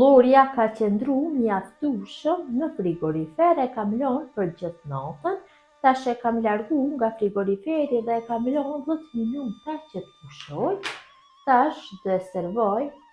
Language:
Albanian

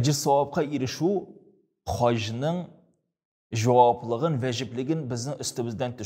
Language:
Tatar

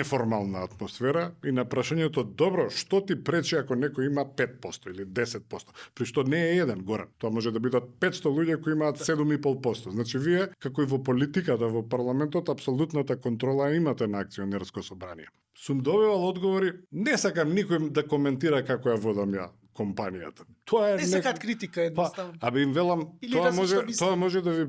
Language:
Macedonian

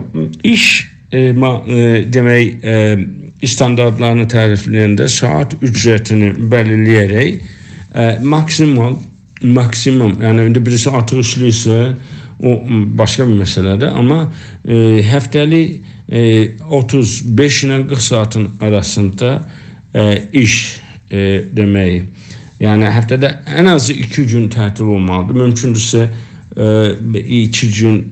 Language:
South Azerbaijani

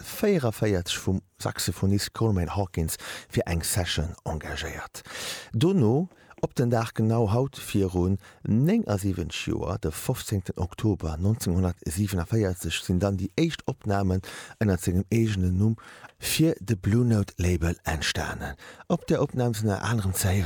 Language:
Luxembourgish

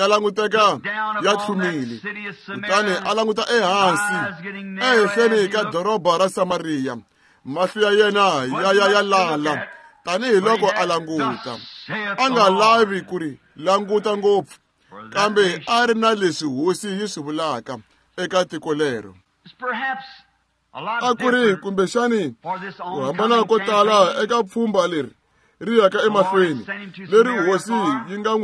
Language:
Tsonga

